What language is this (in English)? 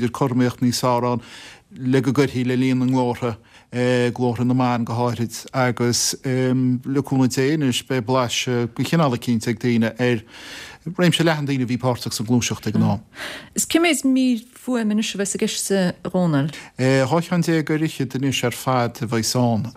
Irish